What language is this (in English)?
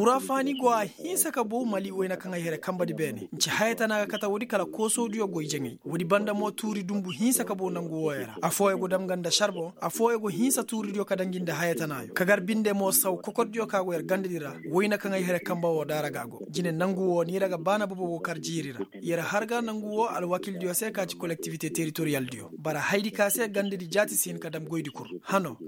Koyraboro Senni